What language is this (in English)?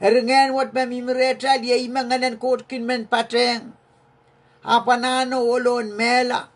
Pohnpeian